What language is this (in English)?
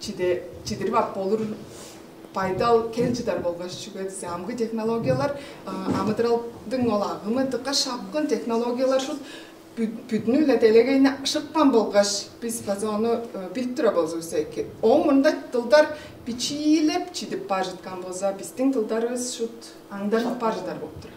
Tuvinian